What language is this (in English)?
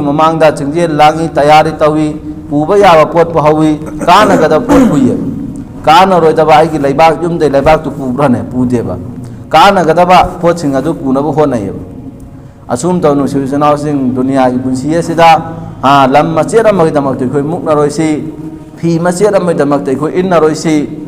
Manipuri